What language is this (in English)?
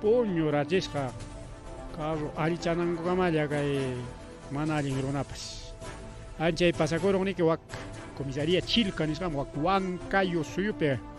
Ayacucho Quechua